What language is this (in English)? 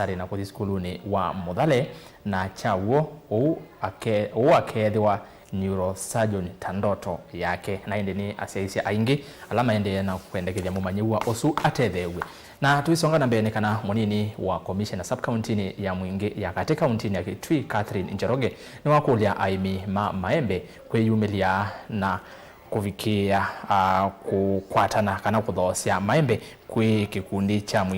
Kamba